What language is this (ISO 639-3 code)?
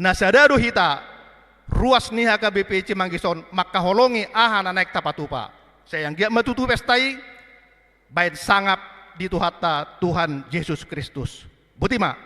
bbc